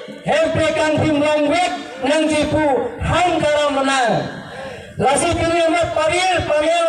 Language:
Karbi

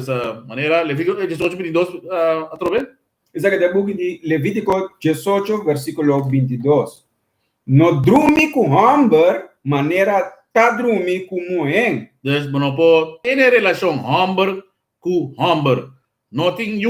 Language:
Papiamento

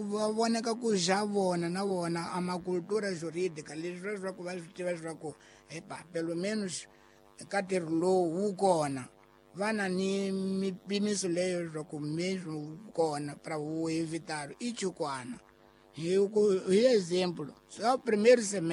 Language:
Tsonga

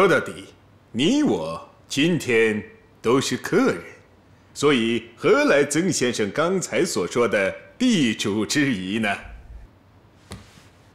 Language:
Chinese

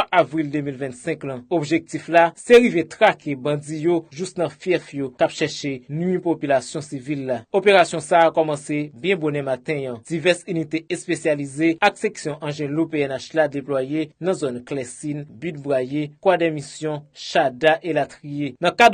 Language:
Haitian Creole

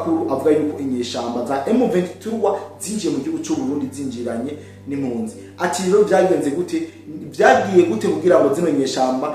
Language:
Rundi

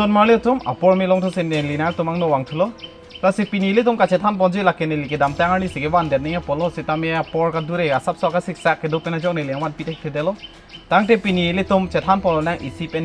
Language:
Karbi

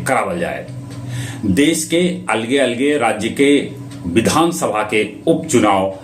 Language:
Magahi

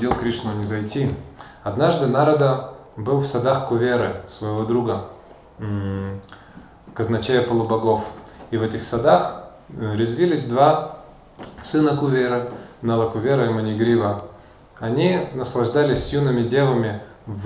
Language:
Russian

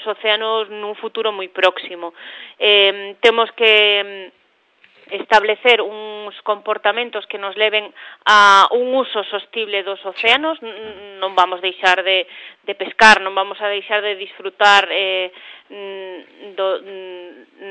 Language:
Galician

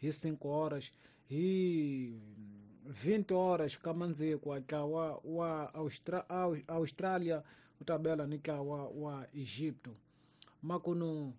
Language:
Tsonga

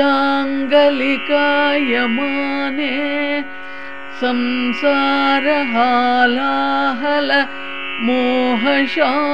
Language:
Sanskrit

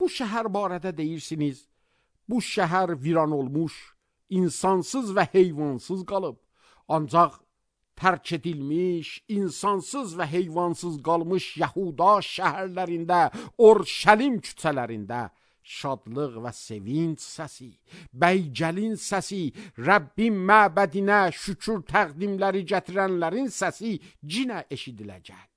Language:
Azerbaijani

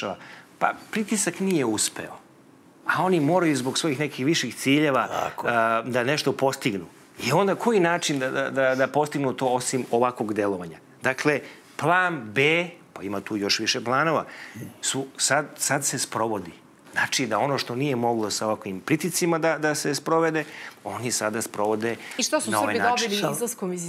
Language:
Serbian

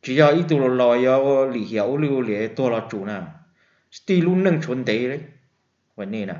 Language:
Hmong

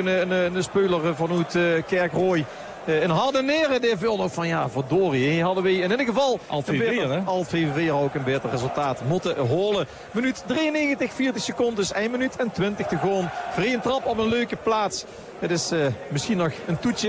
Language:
Dutch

